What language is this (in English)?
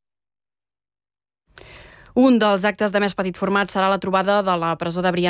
Catalan